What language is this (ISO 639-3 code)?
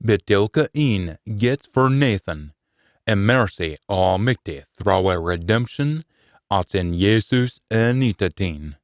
sco